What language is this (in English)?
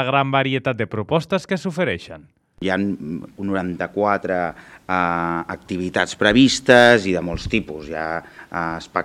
Catalan